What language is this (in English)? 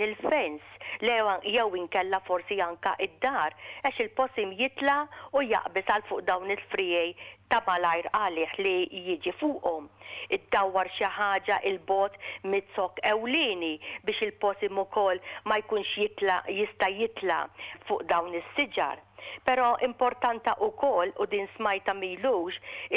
Maltese